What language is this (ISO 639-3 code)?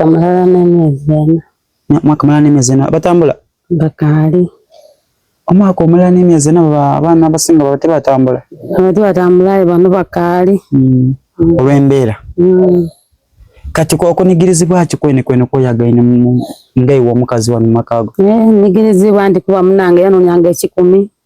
xog